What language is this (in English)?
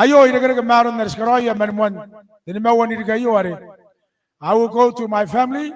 Gilbertese